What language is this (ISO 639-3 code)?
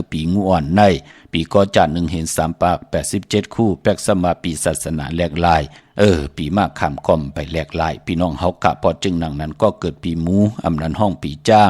shn